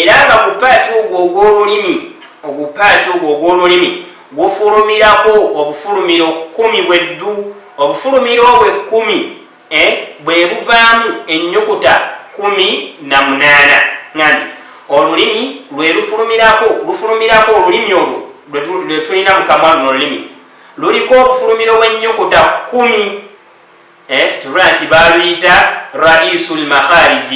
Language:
Ganda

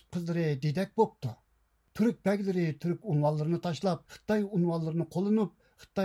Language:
Uyghur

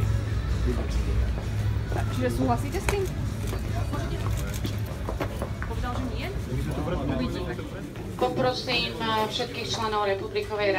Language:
Slovak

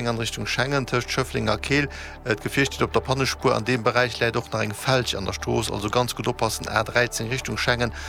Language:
Luxembourgish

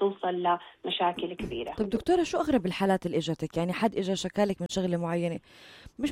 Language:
North Levantine Arabic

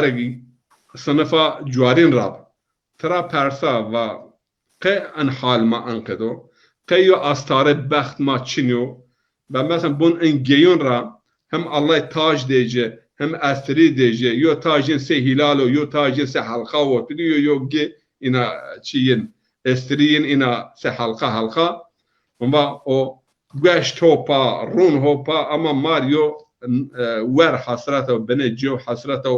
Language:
Zaza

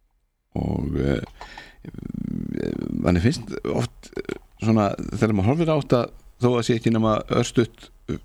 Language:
Icelandic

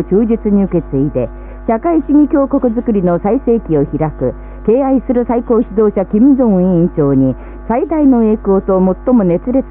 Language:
Japanese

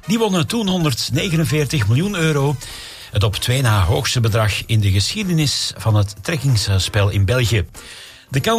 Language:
Dutch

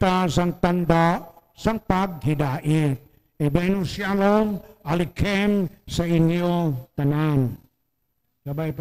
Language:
Hiligaynon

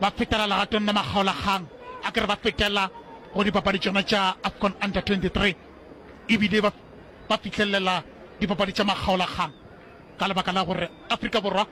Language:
Northern Sotho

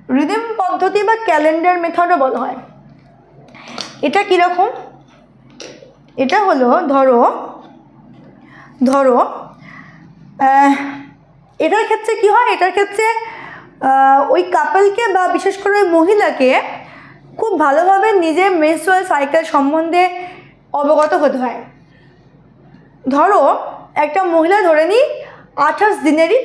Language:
Bangla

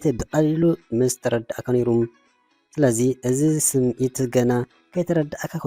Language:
Tigrinya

